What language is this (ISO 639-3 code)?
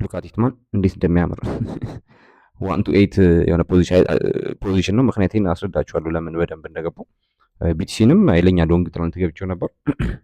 amh